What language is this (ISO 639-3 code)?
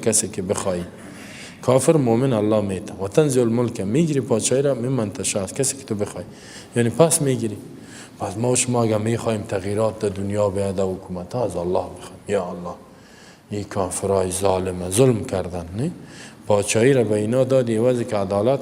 fas